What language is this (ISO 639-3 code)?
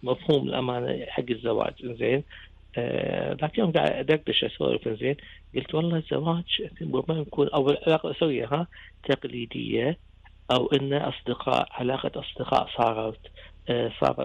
afb